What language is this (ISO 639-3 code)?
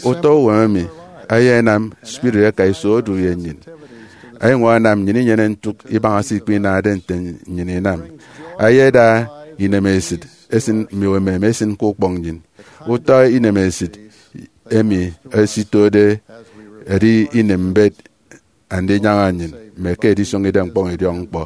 efi